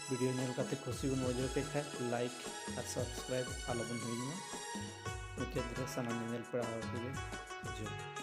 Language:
Santali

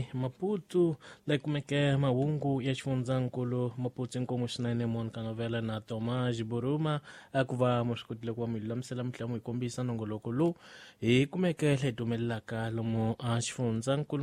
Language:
Tsonga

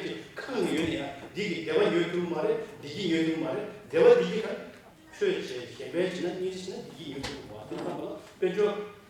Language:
Tibetan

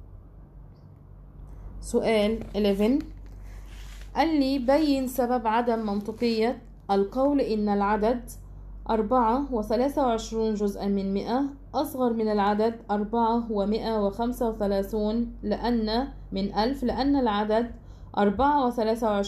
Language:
Arabic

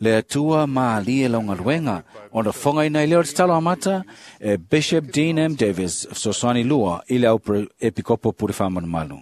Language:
Samoan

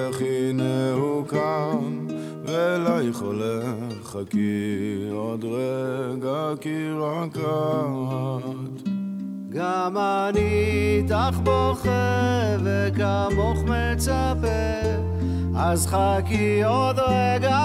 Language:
Hebrew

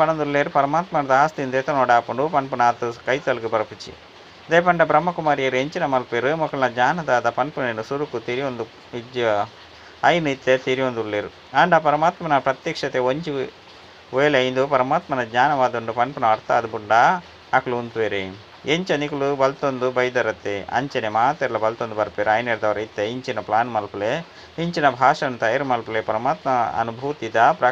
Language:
Tulu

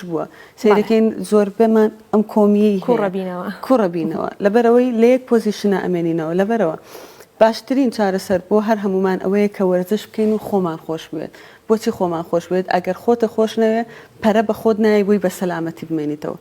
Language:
Central Kurdish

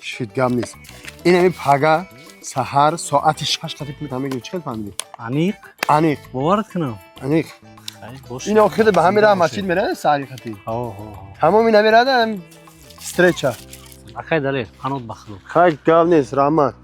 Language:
Tajik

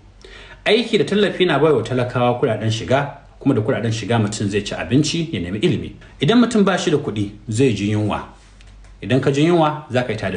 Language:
Hausa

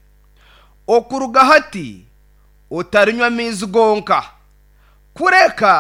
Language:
Nyankole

